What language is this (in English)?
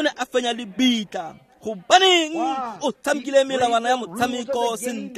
Tswana